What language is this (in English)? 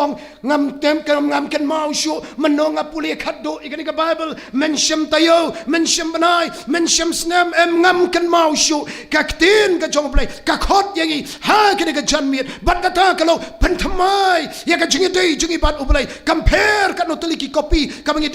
Khasi